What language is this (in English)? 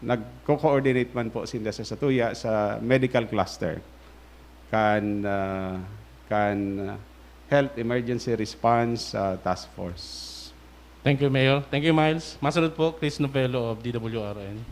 Bikol